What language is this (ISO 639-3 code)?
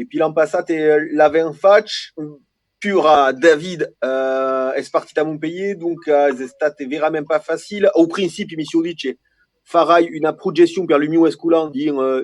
oci